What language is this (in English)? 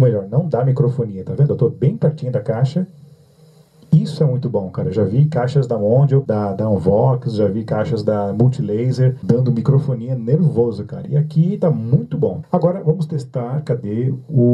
Portuguese